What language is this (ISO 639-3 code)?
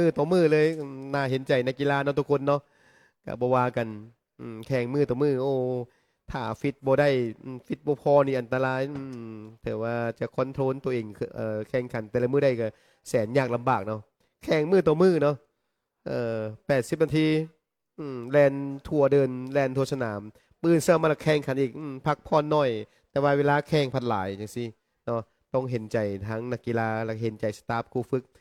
lao